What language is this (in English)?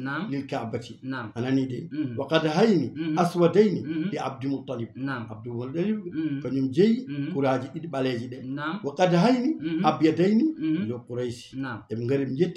Fula